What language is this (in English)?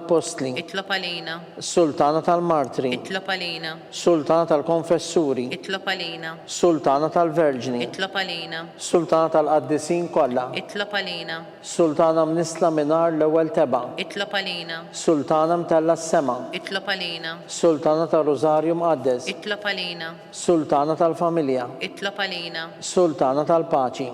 Maltese